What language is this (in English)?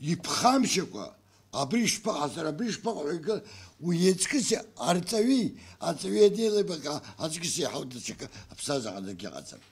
Abkhazian